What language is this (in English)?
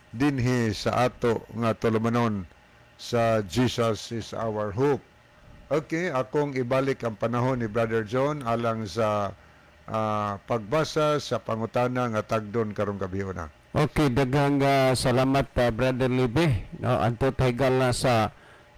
Cebuano